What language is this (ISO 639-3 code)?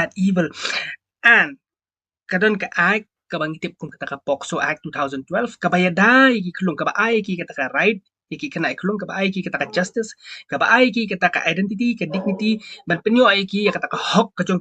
kha